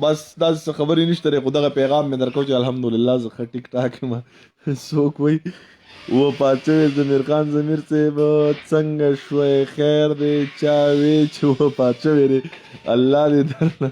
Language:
Pashto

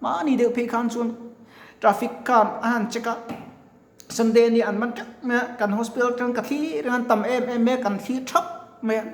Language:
Mizo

